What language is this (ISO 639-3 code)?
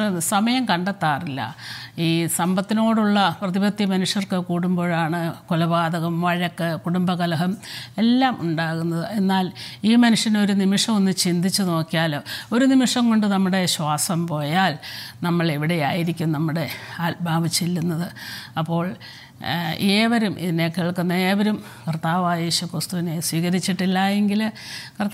mal